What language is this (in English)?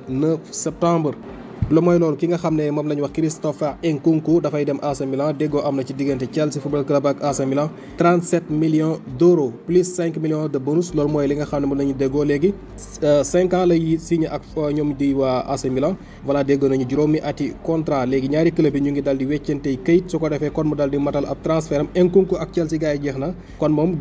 Wolof